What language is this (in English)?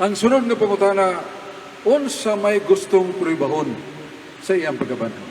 Cebuano